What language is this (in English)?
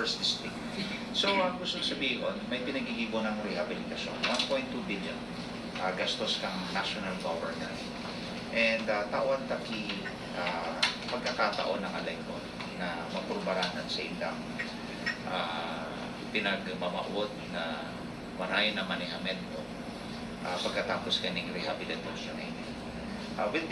Bikol